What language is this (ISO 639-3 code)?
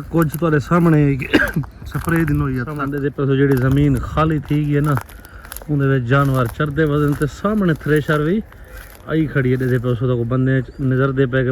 skr